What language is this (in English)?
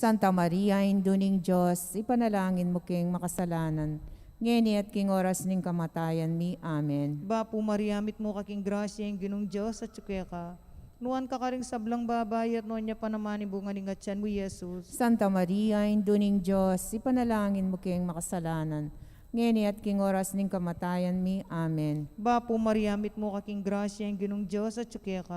Pampanga